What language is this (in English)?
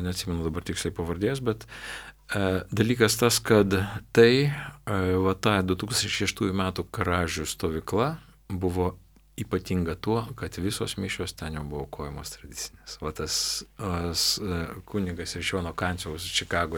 Lithuanian